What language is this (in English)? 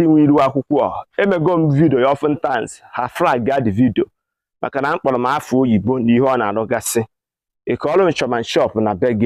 Igbo